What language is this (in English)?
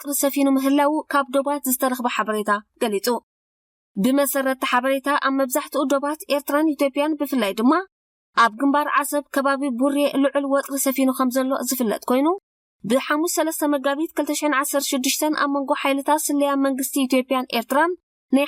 Tigrinya